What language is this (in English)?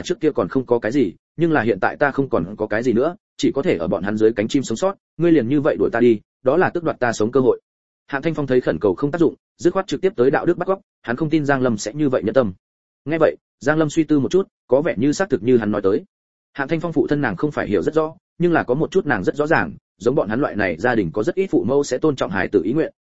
Vietnamese